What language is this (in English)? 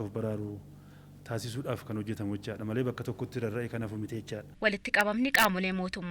Oromo